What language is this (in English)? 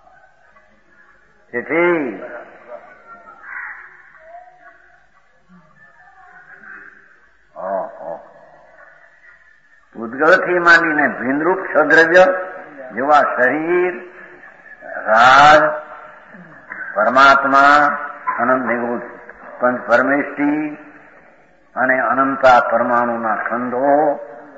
Gujarati